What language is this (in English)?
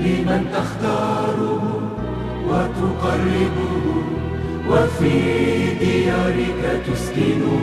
Belarusian